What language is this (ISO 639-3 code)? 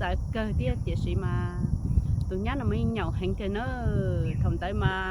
hmn